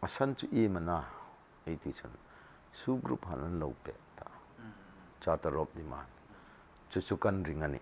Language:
Hmar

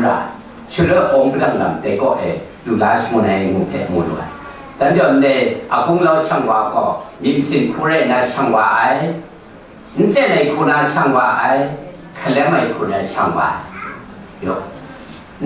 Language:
Kachin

